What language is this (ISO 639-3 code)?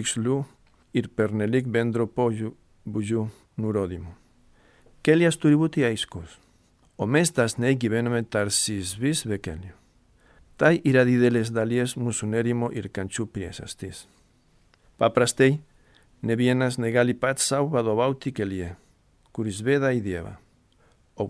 lit